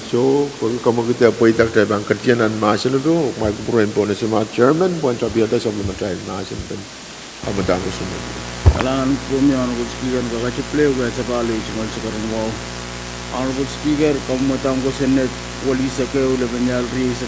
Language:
Pohnpeian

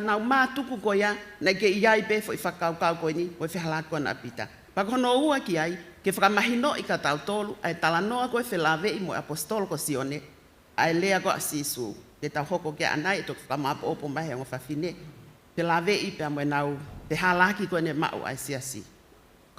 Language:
Tongan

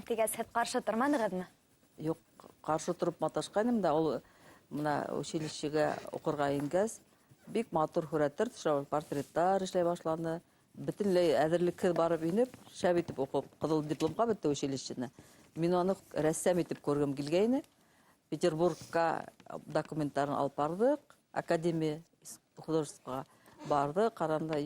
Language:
Bashkir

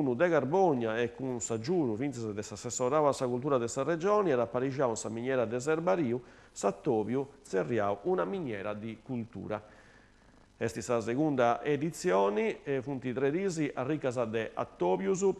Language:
Sardinian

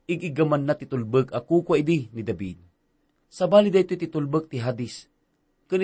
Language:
Iloko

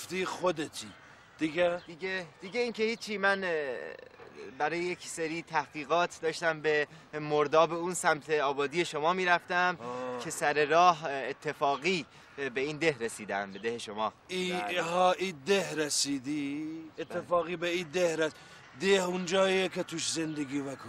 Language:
Persian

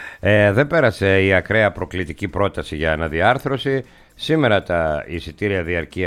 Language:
Greek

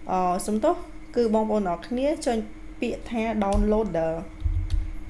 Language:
Khmer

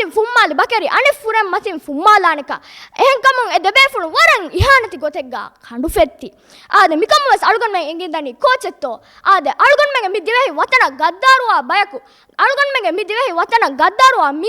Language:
Divehi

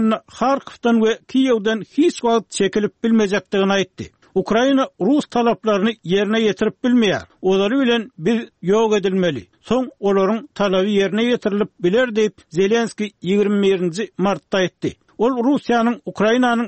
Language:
Turkmen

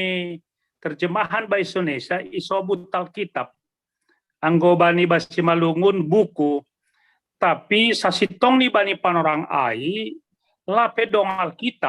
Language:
Batak Simalungun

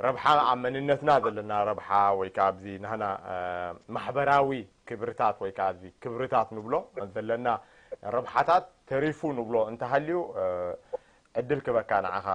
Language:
Tigrinya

